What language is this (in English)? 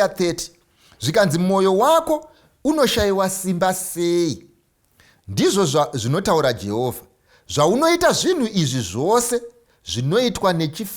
Shona